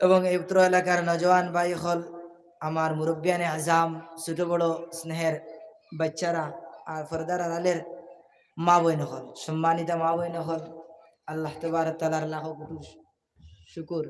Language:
Sylheti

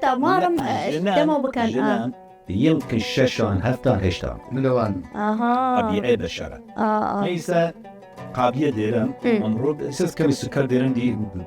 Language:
Southern Kurdish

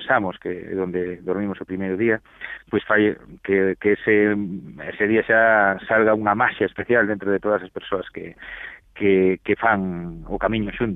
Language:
Galician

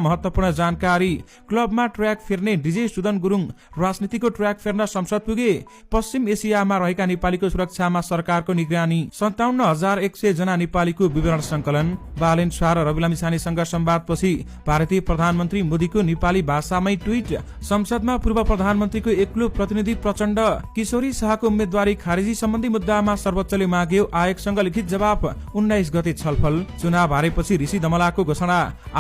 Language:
Nepali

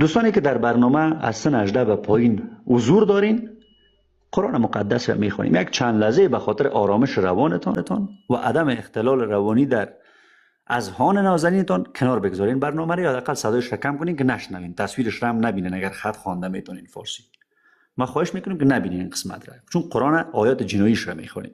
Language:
Persian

